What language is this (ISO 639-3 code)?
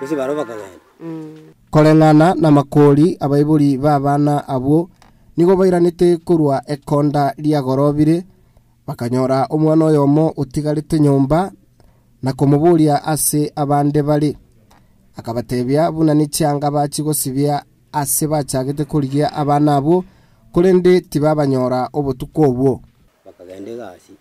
guz